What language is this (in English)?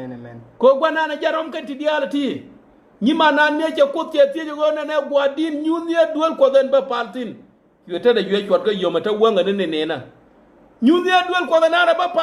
Nuer